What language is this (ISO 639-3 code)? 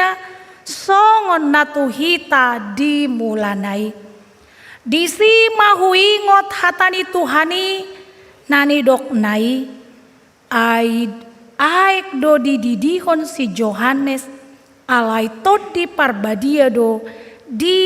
bbc